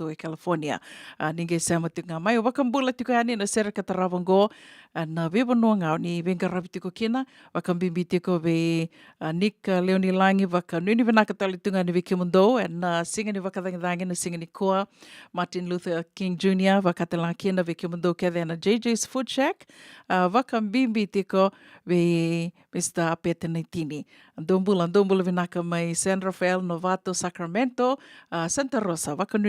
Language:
Fijian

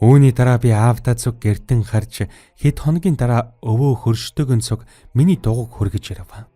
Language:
Mongolian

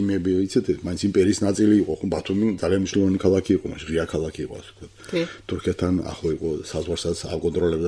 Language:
Georgian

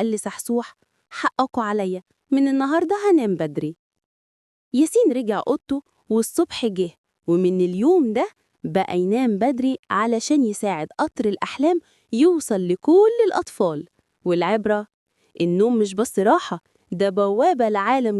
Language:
Egyptian Arabic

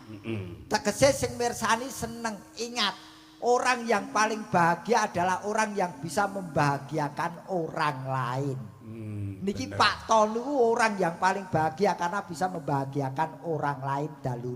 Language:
Javanese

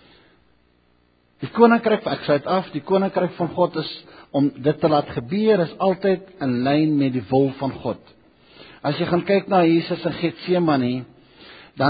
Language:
Afrikaans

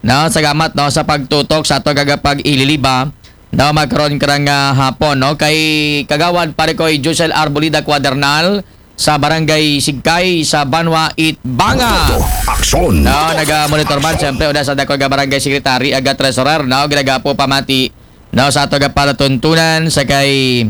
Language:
Aklanon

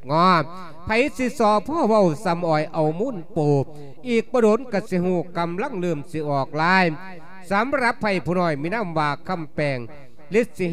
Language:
Lao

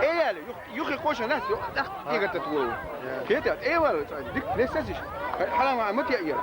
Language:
Chechen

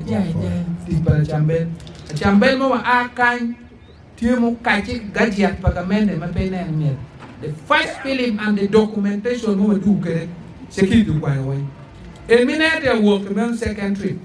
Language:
Acoli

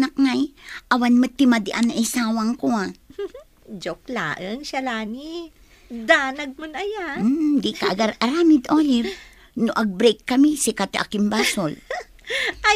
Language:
Iloko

